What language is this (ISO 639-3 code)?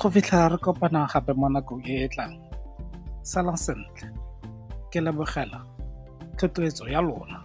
tsn